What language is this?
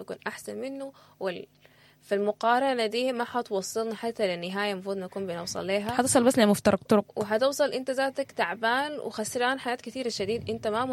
Sudanese Arabic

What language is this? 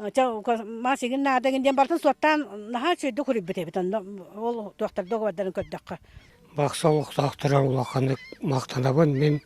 Yakut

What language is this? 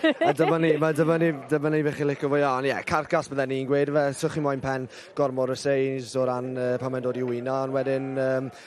Welsh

